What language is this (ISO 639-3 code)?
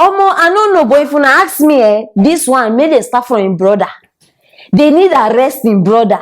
pcm